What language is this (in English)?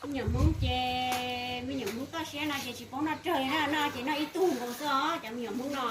Hmong